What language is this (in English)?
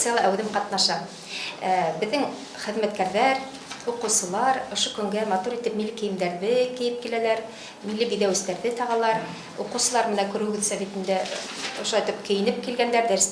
Bashkir